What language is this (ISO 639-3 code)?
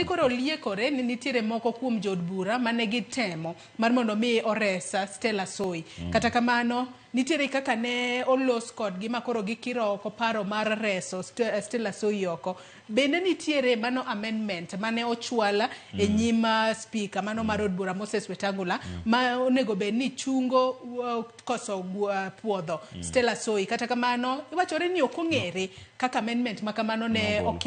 luo